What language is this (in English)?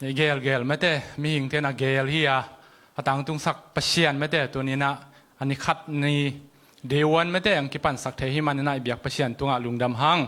Tedim Chin